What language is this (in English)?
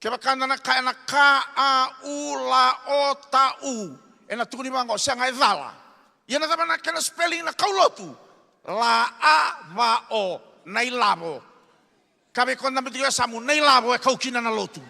Fijian